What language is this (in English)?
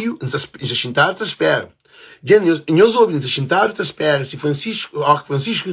Kabuverdianu